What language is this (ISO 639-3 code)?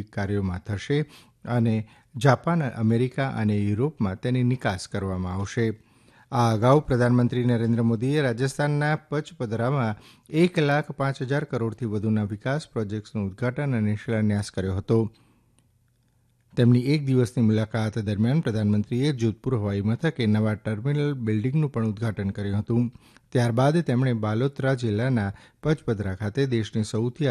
guj